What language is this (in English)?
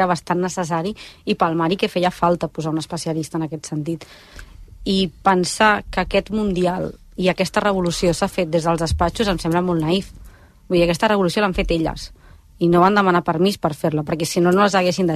Catalan